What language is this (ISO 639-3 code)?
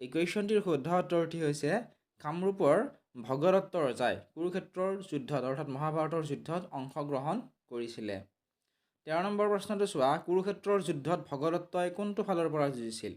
asm